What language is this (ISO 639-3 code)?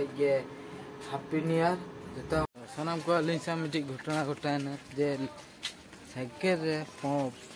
sat